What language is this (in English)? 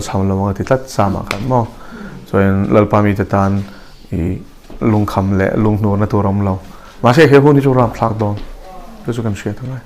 Mizo